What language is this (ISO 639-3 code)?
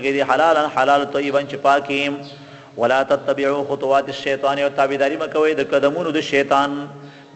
pus